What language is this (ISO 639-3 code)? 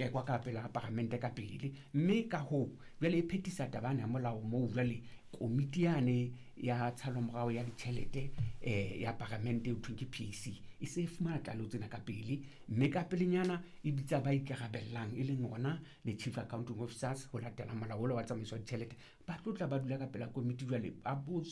sot